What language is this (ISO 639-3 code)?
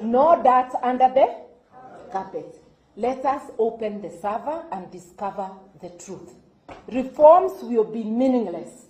guz